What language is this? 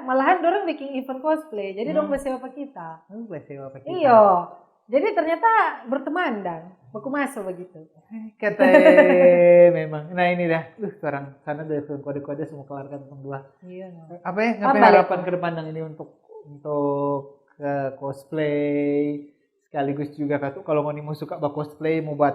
Manado Malay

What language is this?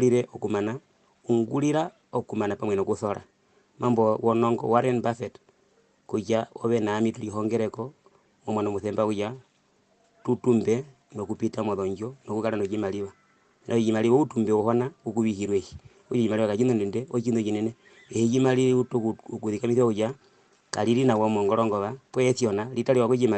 Herero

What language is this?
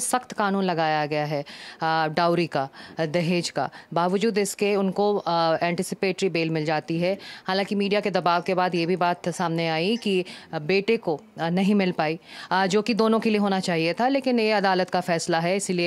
Hindi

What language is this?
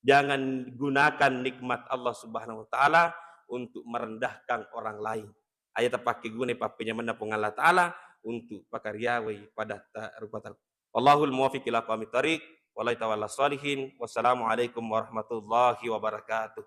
Buginese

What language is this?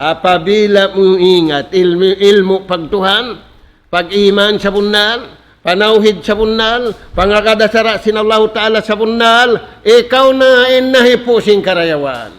Tausug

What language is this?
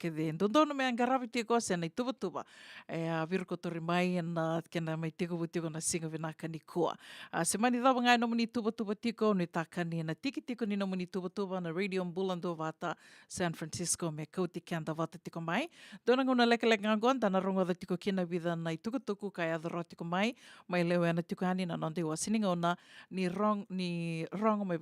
Fijian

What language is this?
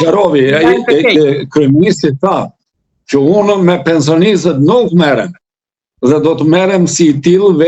Albanian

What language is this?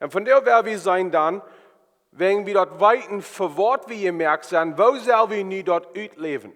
Plautdietsch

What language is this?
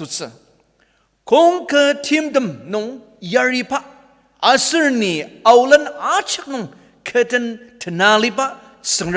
Ao Naga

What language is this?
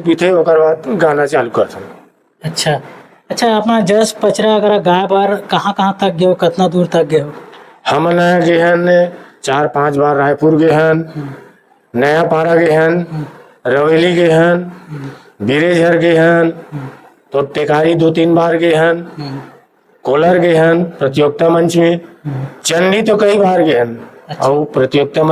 Chhattisgarhi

